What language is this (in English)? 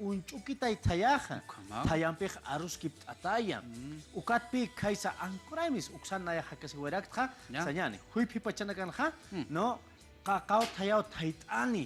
Aymara